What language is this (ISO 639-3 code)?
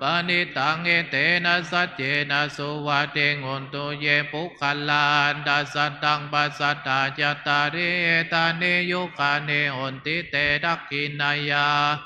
pli